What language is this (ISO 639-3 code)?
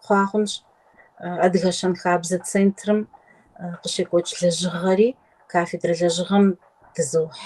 kbd